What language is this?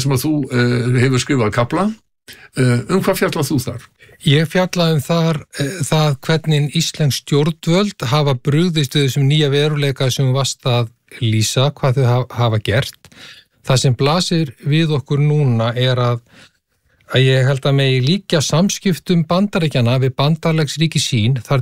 Icelandic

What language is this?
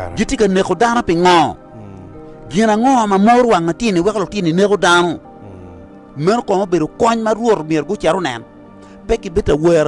Acoli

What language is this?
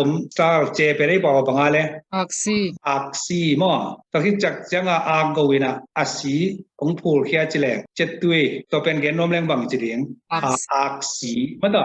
Tedim Chin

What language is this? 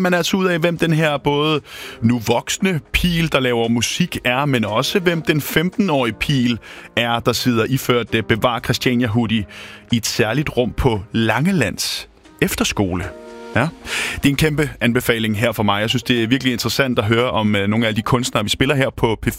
Danish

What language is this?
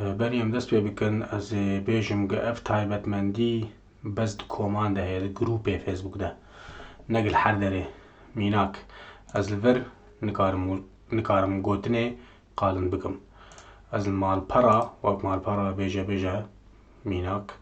Kurdish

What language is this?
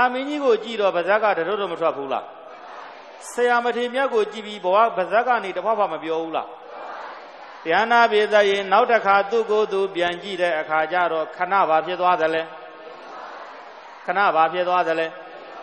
Burmese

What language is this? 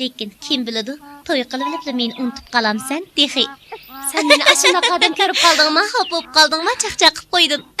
Uyghur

